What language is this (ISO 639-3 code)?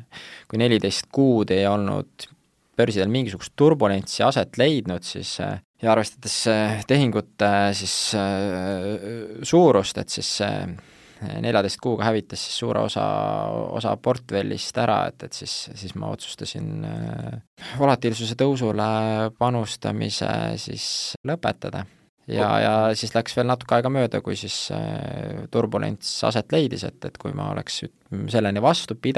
est